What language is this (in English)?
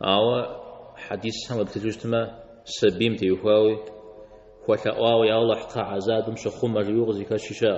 Kabardian